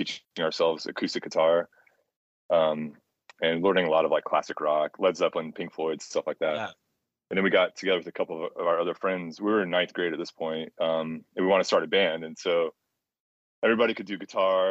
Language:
English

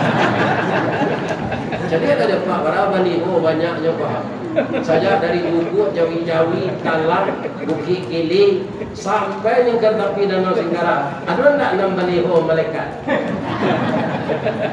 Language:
Minangkabau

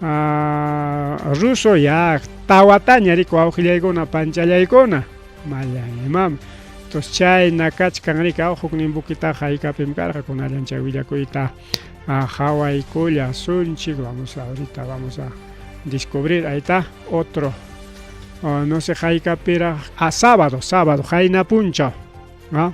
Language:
Ayacucho Quechua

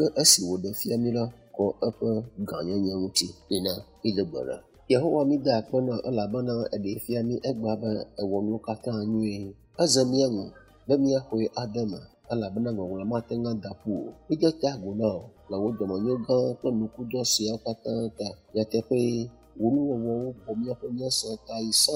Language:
Ewe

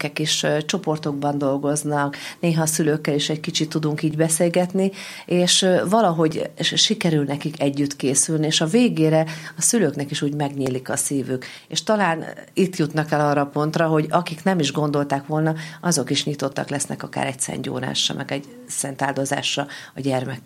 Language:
Hungarian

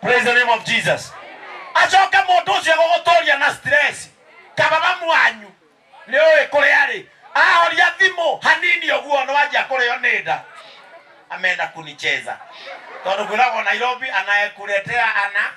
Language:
Kikuyu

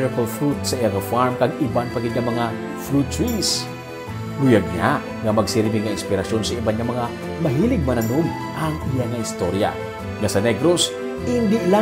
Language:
Hiligaynon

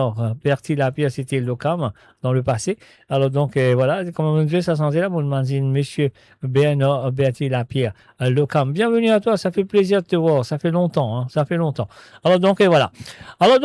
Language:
Morisyen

